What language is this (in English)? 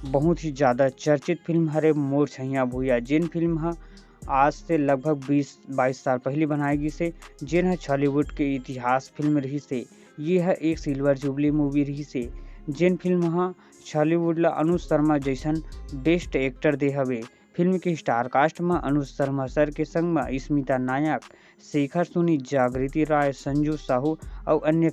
Chhattisgarhi